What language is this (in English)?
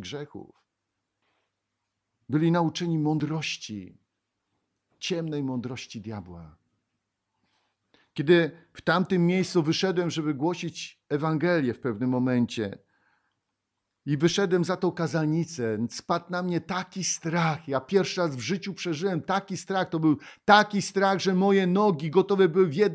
Polish